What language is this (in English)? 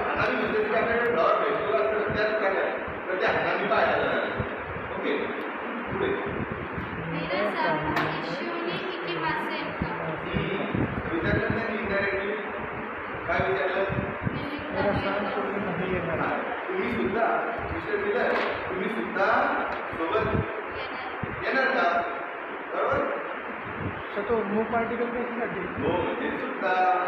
Marathi